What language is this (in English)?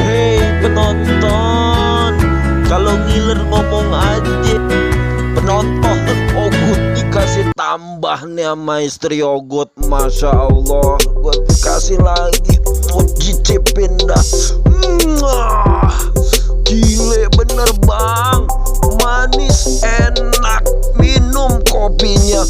Betawi